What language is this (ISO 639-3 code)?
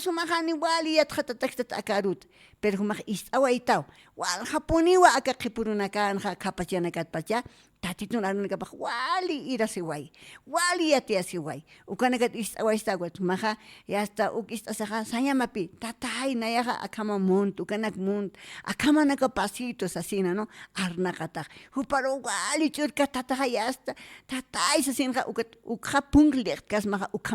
aym